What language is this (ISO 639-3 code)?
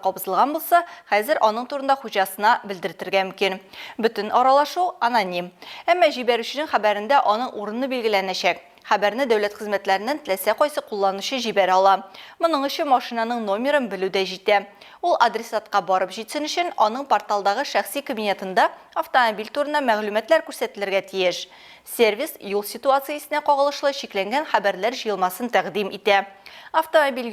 tat